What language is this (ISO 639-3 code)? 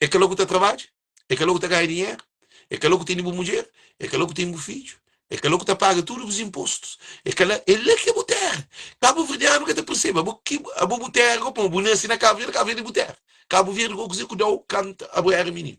kea